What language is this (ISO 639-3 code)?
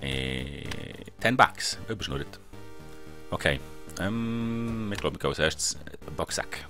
gsw